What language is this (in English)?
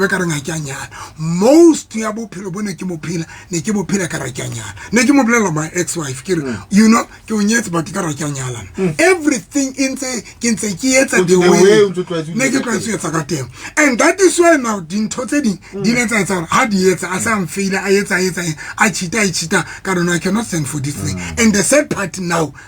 Southern Sotho